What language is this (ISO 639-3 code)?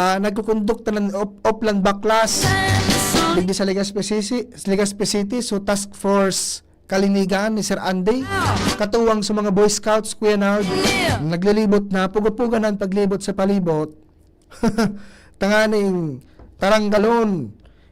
bik